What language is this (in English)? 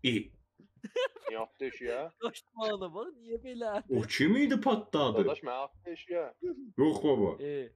South Azerbaijani